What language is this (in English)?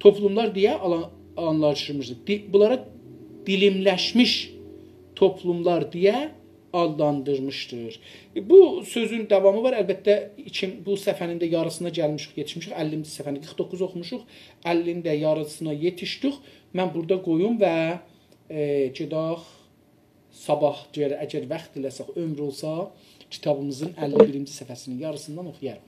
South Azerbaijani